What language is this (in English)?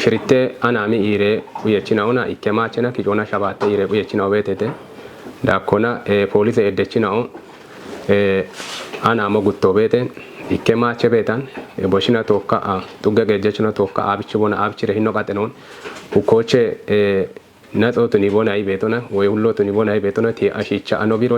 Kafa